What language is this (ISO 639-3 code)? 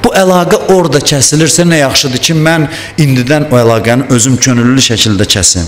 aze